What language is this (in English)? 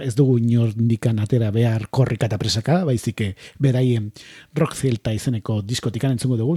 Basque